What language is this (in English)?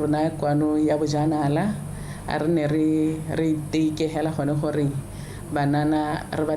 Tswana